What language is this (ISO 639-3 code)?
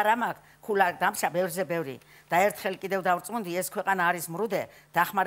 kat